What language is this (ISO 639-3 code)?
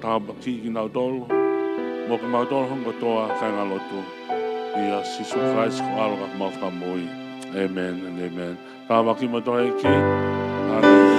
ton